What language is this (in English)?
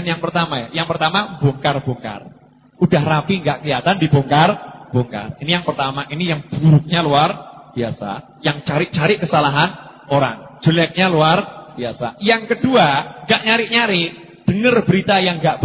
Indonesian